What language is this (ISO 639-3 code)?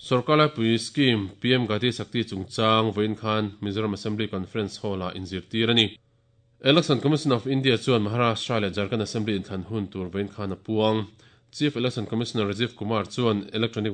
lus